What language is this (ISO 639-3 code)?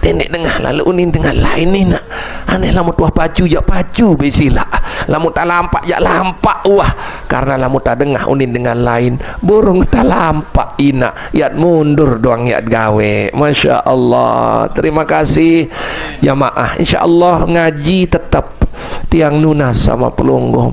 sas